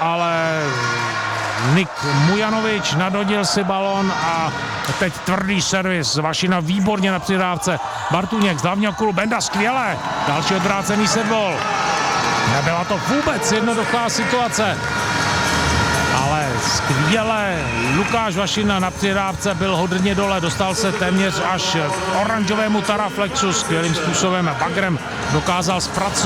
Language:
Czech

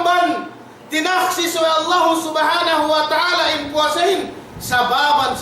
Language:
Yakan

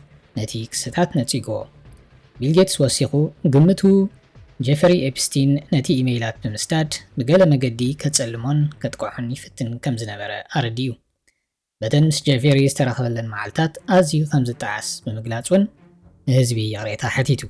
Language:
Tigrinya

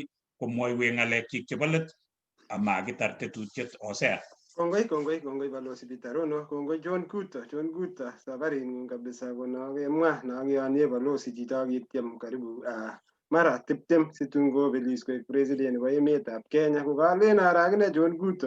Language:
Kalenjin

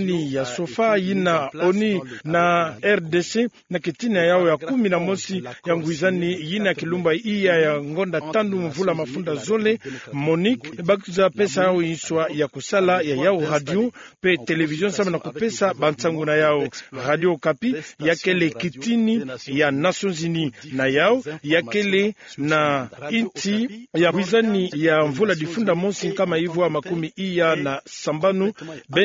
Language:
Kituba (Democratic Republic of Congo)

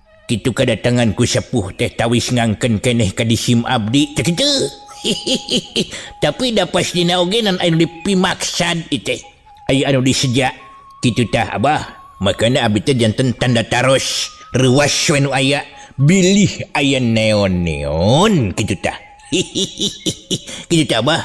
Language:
Sundanese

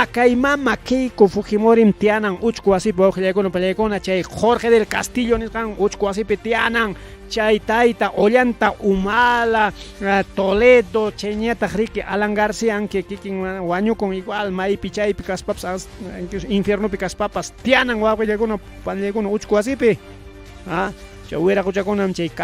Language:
Ayacucho Quechua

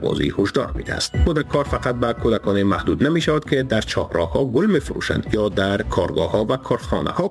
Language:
Persian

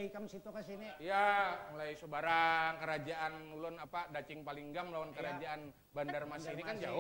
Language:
Banjar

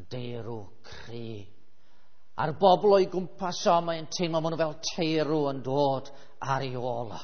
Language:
Welsh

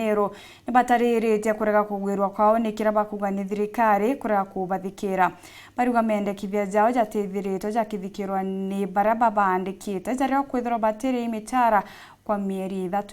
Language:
Meru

